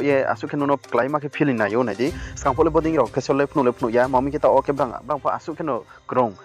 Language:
Riang (India)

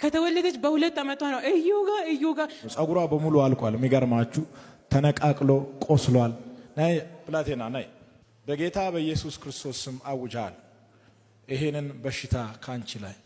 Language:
Amharic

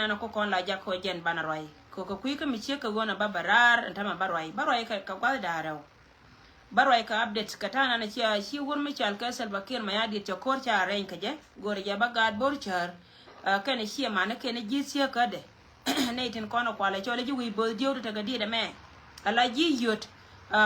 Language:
Nuer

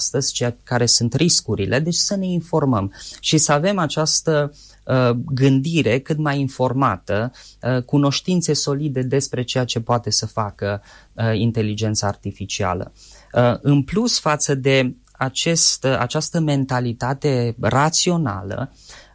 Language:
Romanian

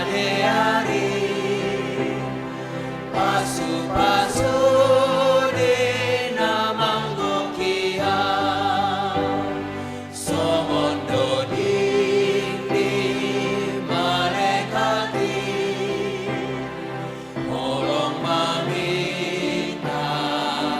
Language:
Batak Simalungun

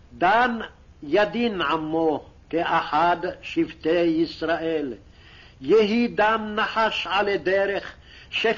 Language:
Hebrew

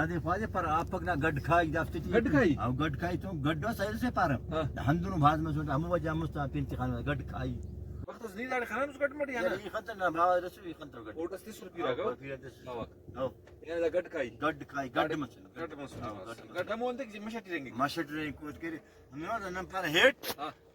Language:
Brahui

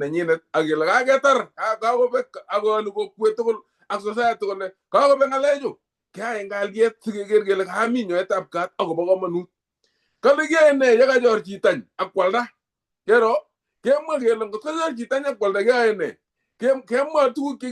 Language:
Kalenjin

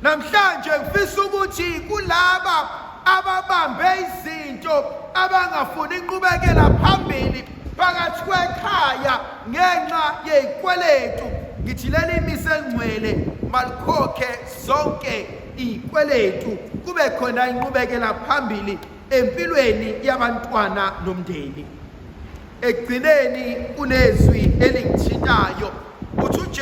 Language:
Zulu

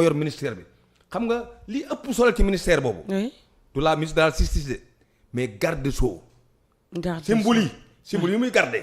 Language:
Wolof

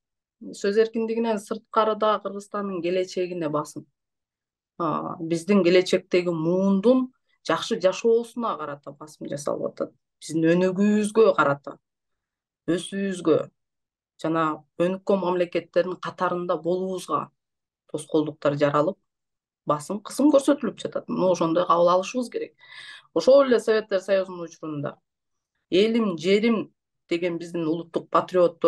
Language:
Kyrgyz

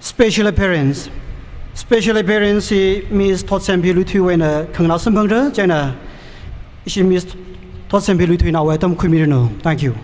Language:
Tangkhul Naga (India)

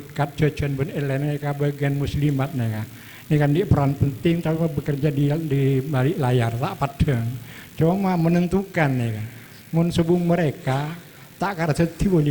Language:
Madurese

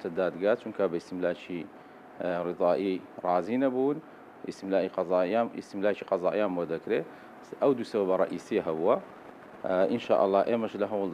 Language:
Central Kurdish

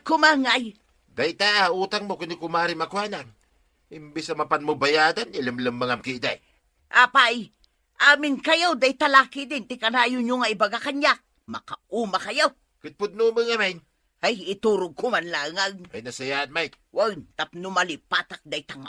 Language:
Iloko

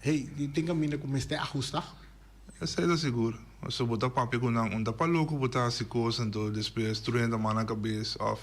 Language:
Papiamento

